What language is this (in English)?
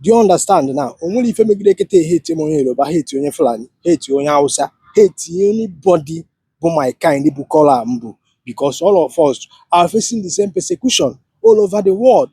Igbo